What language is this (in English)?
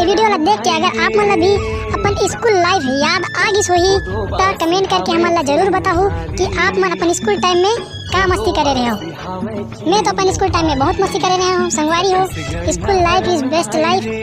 Chhattisgarhi